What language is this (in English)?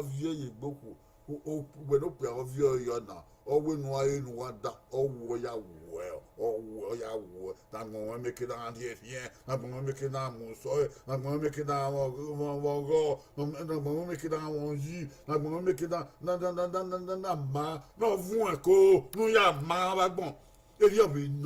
Bini